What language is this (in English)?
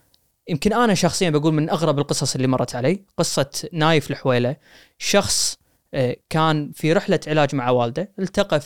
Gulf Arabic